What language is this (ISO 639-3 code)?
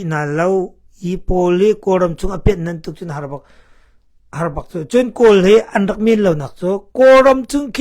cnh